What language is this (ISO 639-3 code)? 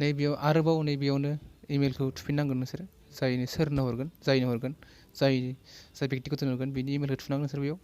brx